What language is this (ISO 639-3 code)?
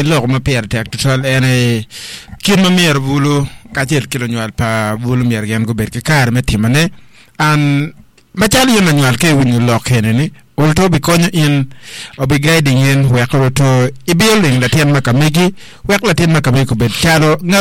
ach